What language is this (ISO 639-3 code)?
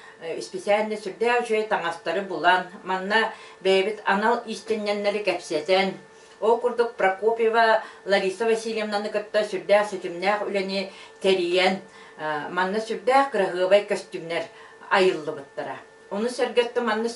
sah